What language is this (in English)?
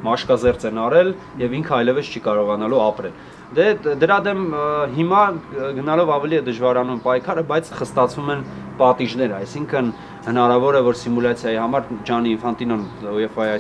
Armenian